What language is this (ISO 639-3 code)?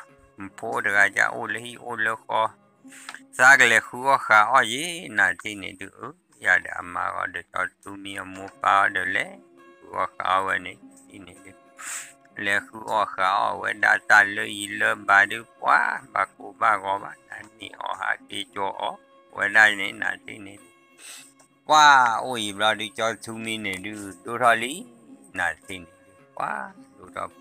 ksw